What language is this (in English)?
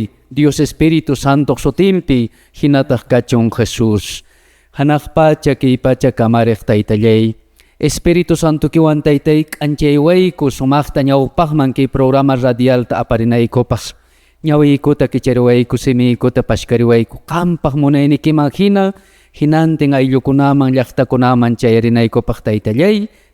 Quechua